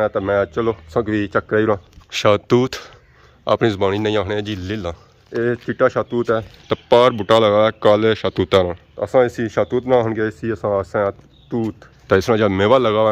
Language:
Pahari-Potwari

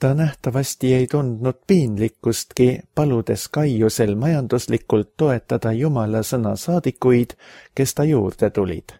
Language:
Estonian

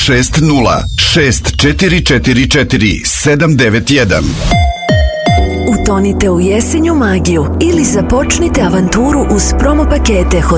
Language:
Serbian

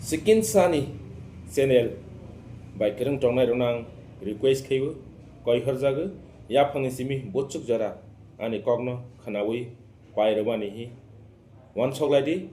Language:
Kok Borok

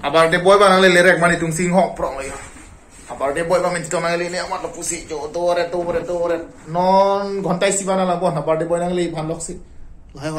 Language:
Karbi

